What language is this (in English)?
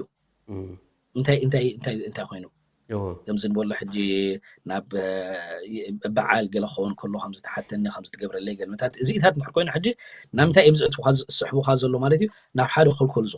Tigrinya